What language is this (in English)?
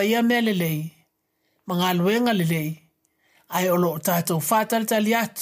Samoan